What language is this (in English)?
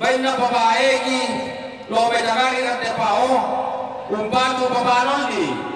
Toraja-Sa'dan